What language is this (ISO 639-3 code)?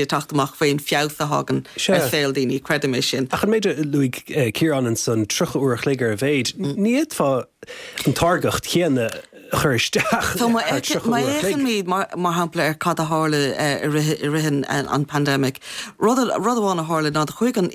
gle